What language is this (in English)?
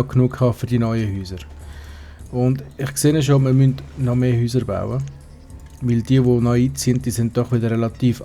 Swiss German